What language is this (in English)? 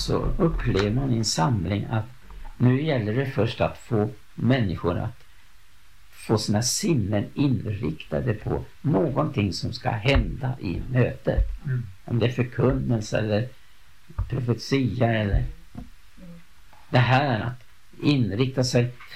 Swedish